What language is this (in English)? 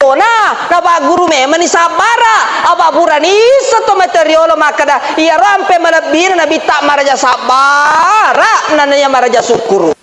Buginese